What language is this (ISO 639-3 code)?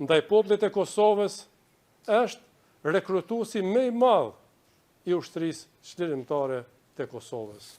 sqi